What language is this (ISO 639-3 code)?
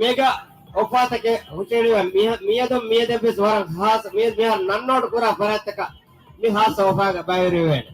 div